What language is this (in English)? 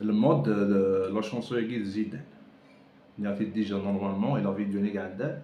Kabyle